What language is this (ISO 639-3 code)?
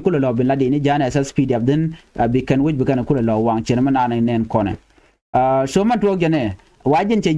nus